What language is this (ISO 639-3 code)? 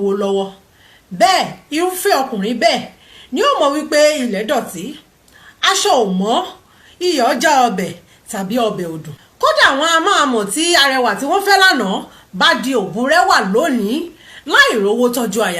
yor